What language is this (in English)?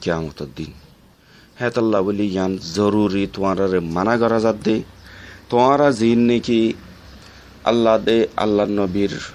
Rohingya